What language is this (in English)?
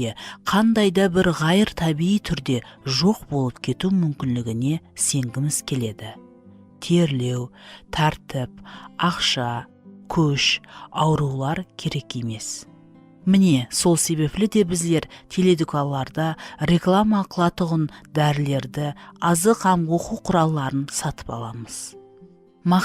Kara-Kalpak